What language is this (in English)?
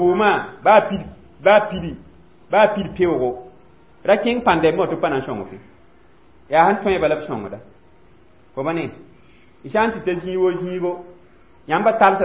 Mossi